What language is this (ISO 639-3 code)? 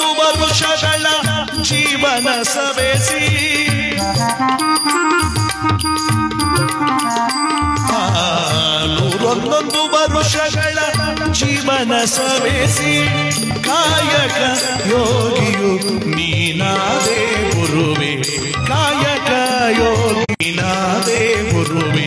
kan